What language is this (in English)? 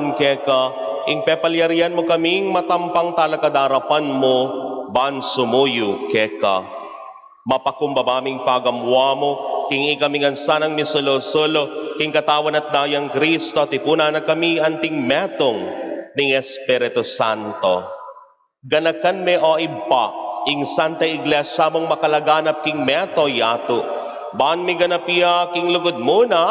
Pampanga